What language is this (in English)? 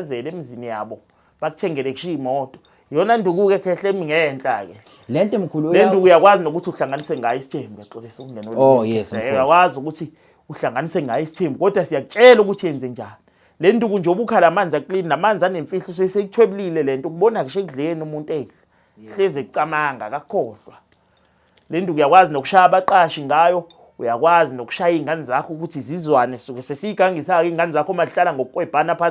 Zulu